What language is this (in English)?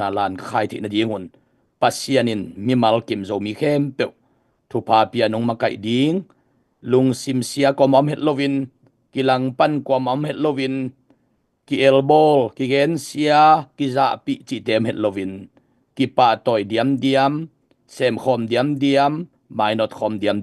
Tedim Chin